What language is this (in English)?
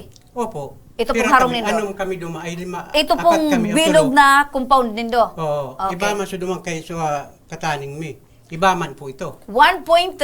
Bikol